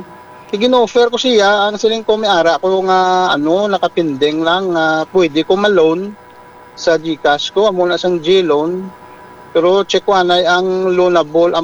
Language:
Hiligaynon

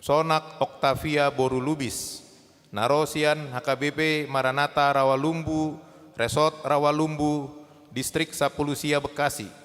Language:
Batak Toba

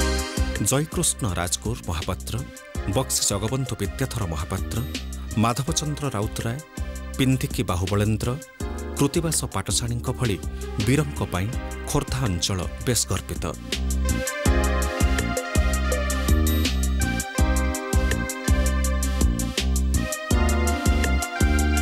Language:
Odia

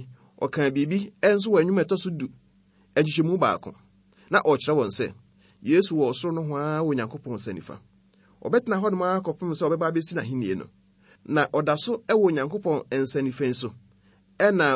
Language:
Akan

